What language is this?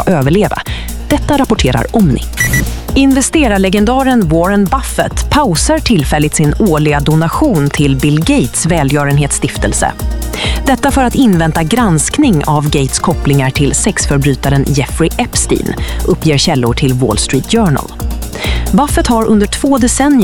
Swedish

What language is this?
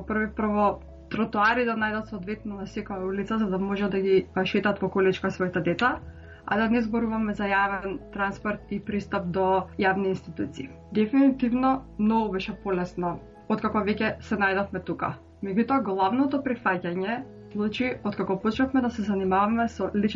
Macedonian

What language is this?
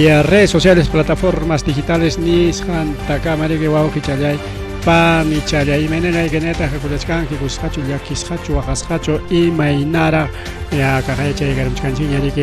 Ayacucho Quechua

